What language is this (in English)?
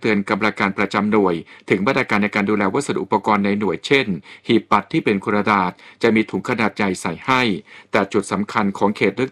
Thai